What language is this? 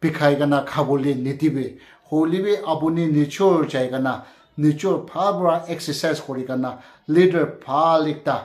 Naga Pidgin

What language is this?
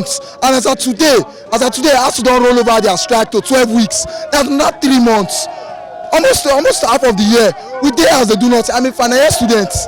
Nigerian Pidgin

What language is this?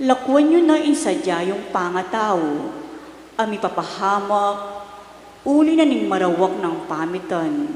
Pampanga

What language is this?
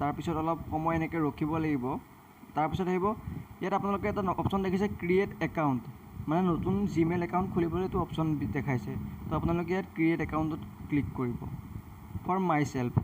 Assamese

